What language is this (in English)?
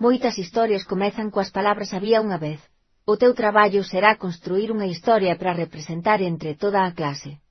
Galician